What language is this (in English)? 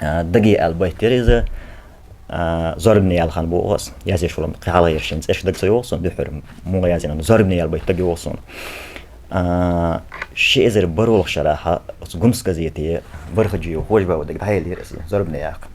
Chechen